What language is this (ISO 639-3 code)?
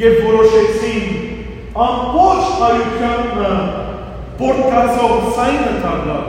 hyw